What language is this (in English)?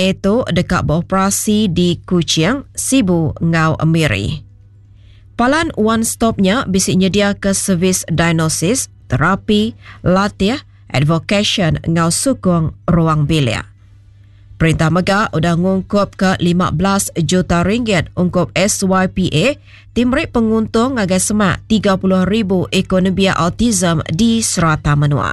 Iban